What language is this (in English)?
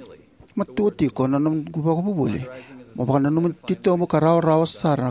Fijian